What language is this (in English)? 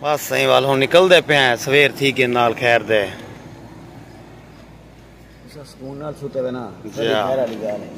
Saraiki